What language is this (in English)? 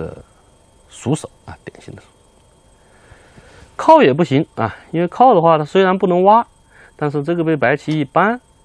Chinese